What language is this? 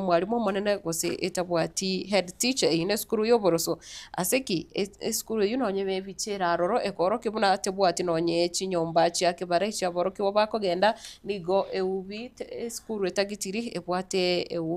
Gusii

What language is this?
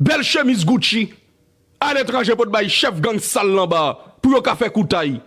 Haitian Creole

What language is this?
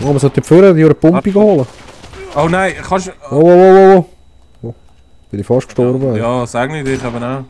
Swiss German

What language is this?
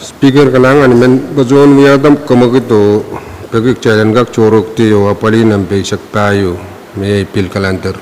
Pohnpeian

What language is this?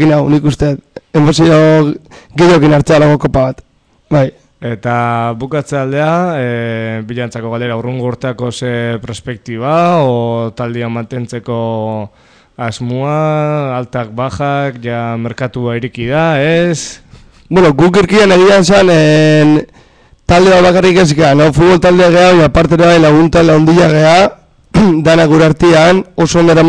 Basque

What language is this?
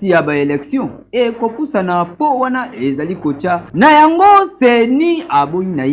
Lingala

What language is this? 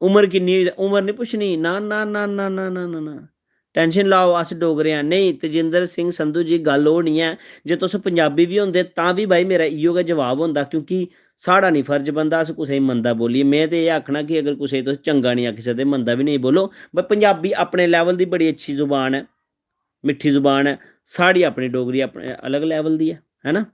Dogri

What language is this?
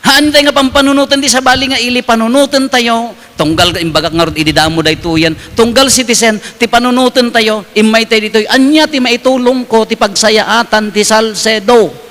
Iloko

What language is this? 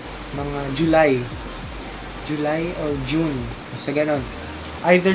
Filipino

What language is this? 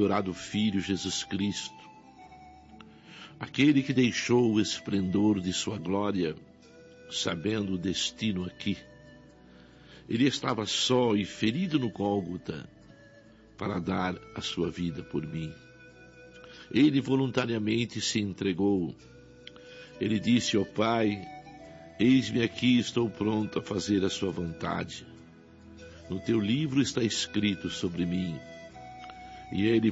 Portuguese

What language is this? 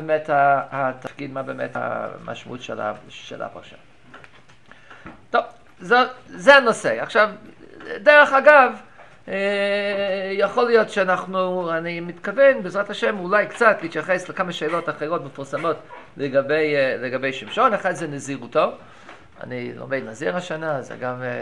Hebrew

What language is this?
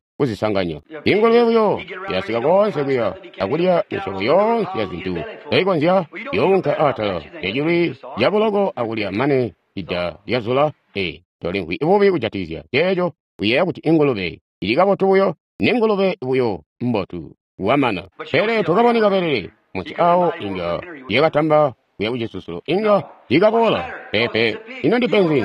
Tonga (Zambia)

